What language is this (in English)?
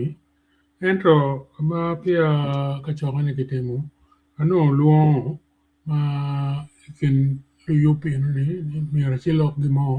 Acoli